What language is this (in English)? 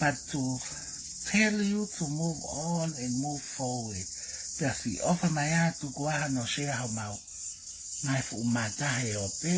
Tongan